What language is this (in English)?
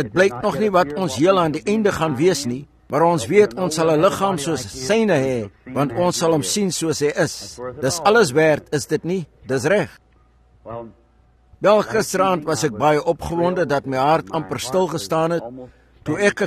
Afrikaans